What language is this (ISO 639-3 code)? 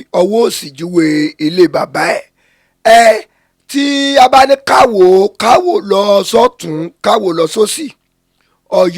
yor